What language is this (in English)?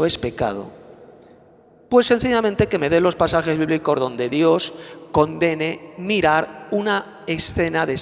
Spanish